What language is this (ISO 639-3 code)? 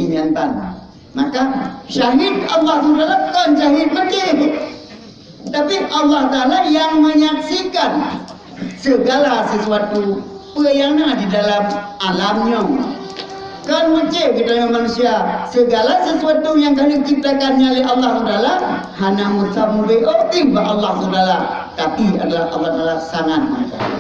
ace